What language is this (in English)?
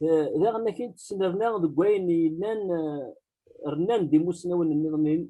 Kabyle